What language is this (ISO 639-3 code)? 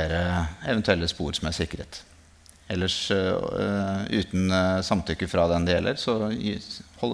nor